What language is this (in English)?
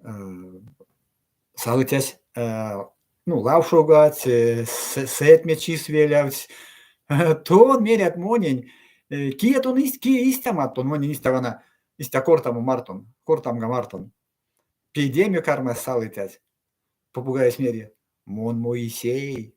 Erzya